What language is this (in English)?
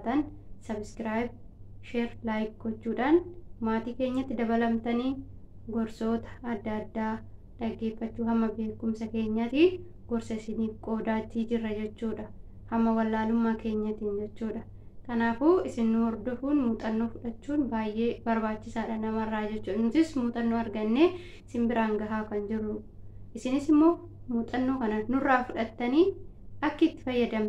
Oromo